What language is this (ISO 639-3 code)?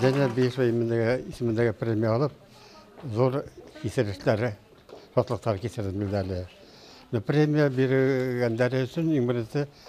bak